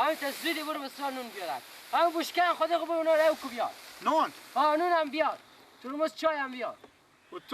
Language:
Persian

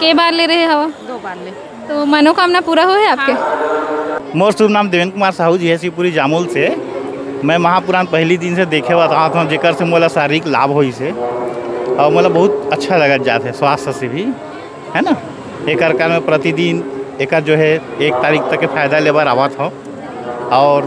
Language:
Chhattisgarhi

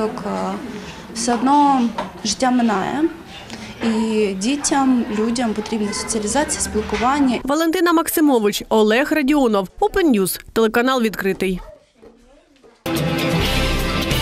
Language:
Ukrainian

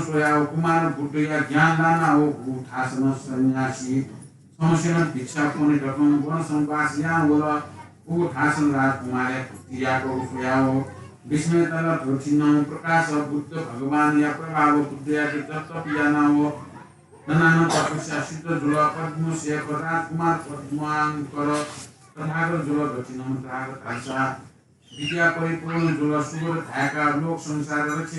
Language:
Newari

